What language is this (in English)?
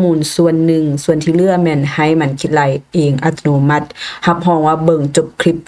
Lao